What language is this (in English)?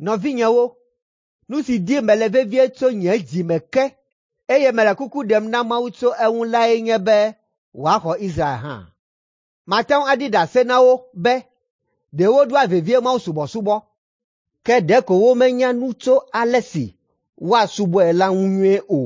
Ewe